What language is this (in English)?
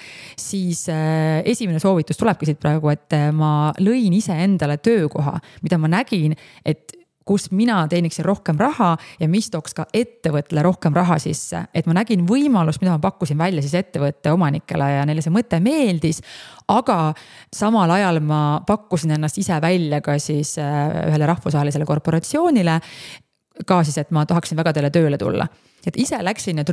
Estonian